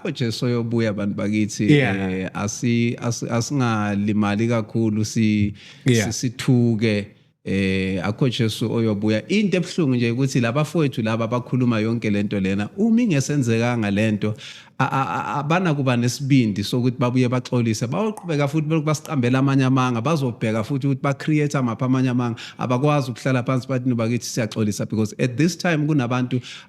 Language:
Zulu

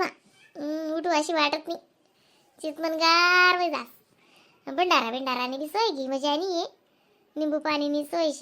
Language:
Khandesi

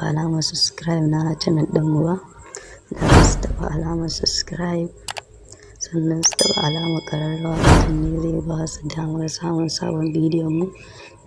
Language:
Hausa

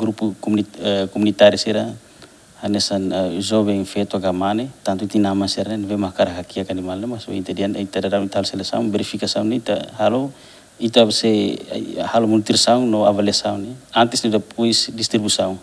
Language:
Tetum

